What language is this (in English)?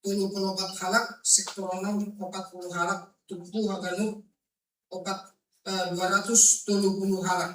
Batak Simalungun